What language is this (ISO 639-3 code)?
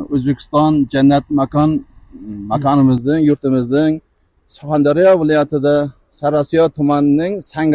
uzb